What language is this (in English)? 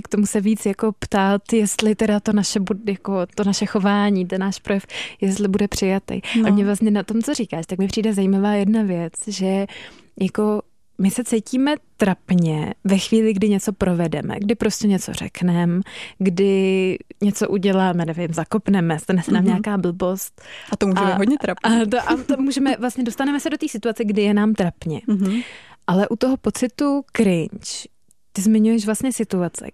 Czech